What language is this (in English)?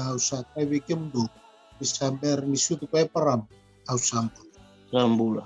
Fijian